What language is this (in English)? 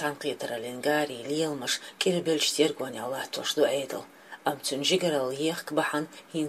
Chechen